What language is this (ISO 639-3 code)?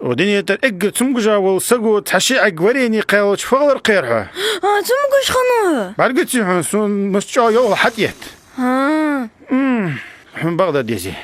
inh